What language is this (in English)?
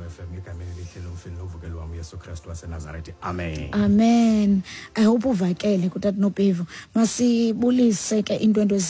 Xhosa